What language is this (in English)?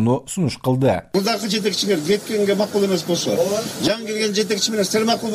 Kyrgyz